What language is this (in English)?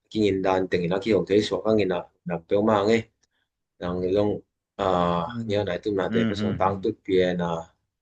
Tedim Chin